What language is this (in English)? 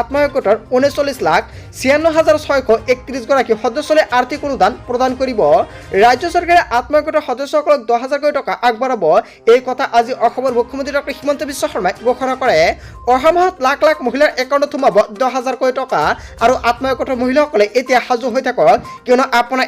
Assamese